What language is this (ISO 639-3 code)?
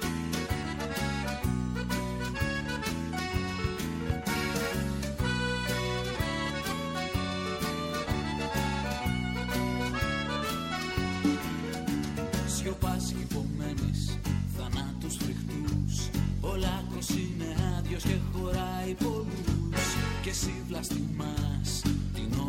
ell